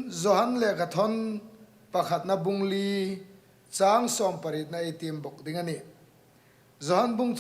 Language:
Hmar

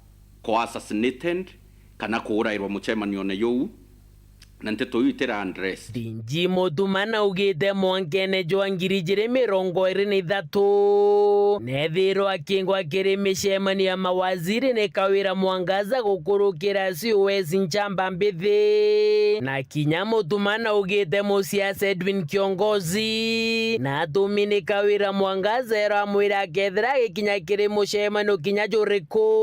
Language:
Meru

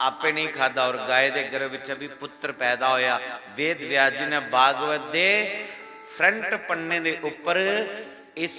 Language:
Dogri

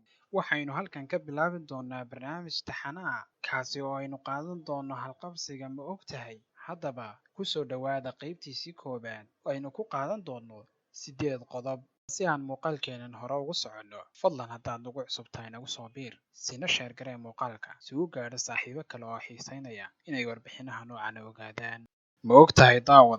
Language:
Somali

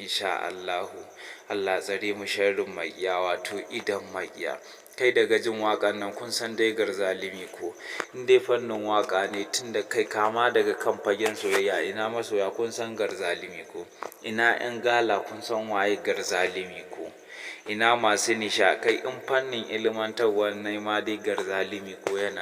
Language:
Hausa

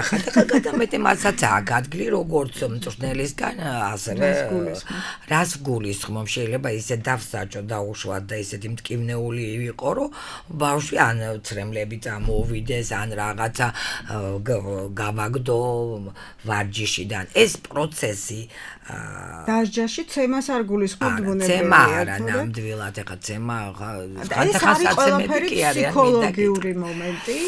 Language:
Georgian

